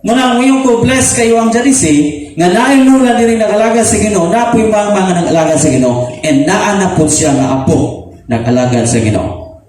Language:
Cebuano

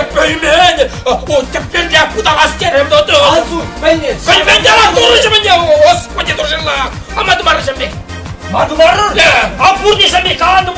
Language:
Chuvash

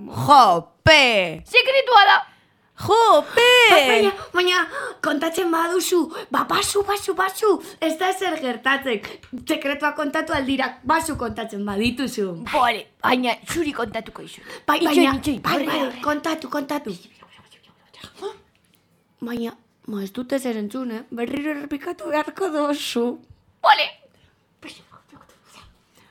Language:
Basque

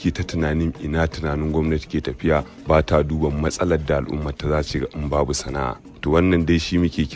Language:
Hausa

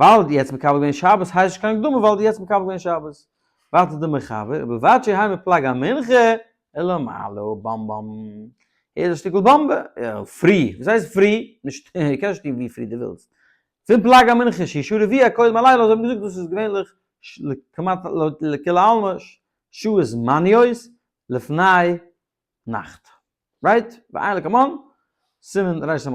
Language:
Yiddish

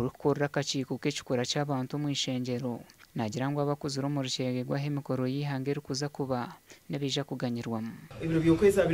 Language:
Nyankole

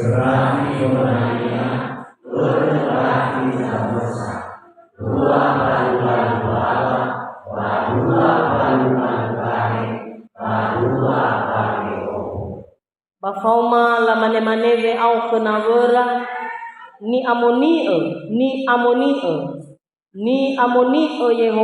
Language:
Nias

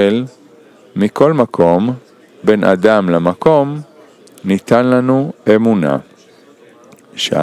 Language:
Hebrew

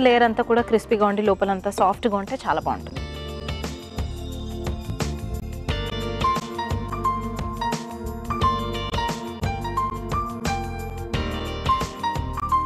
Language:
Telugu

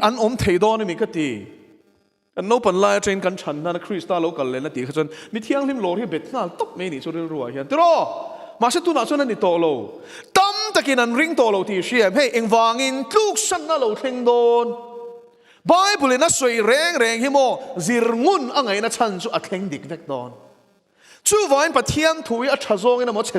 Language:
Mizo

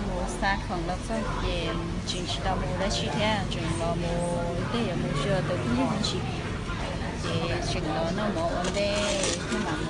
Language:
Hmong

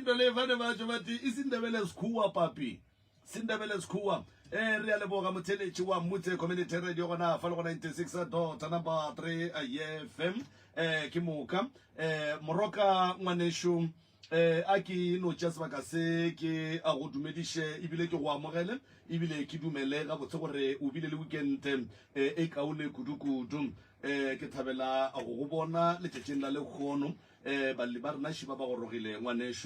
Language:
Northern Sotho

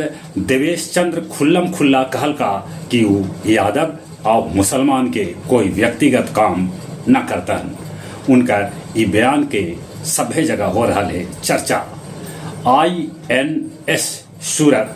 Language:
Magahi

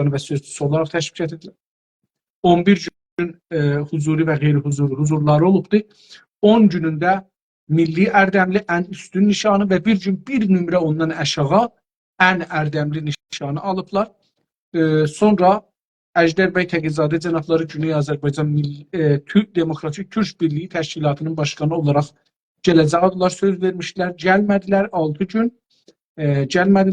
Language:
South Azerbaijani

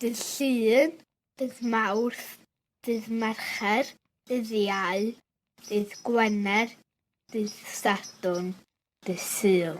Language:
Welsh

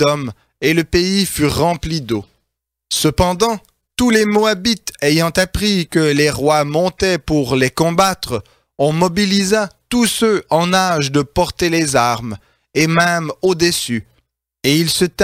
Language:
French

